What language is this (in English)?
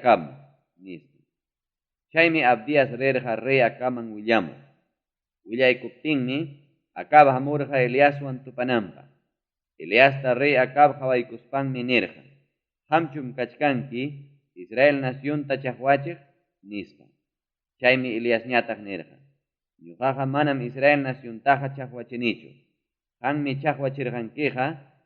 Ayacucho Quechua